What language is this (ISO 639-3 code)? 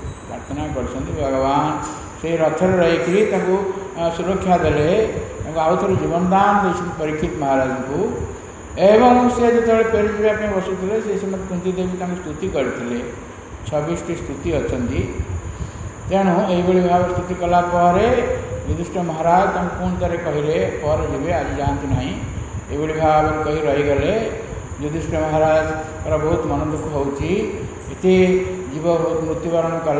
ori